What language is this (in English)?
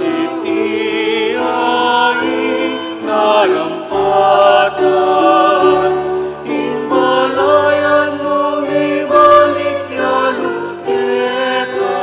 Pampanga